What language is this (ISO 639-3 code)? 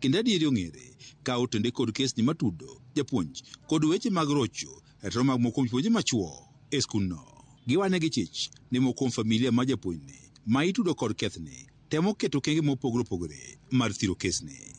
luo